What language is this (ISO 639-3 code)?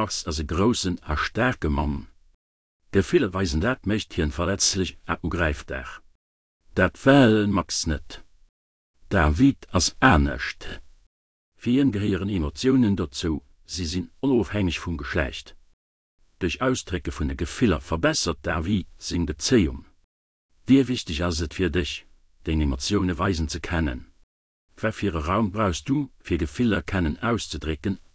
ltz